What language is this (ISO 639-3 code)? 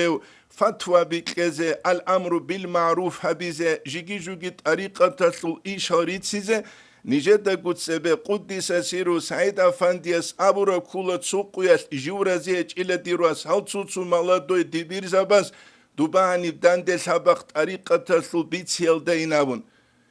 ava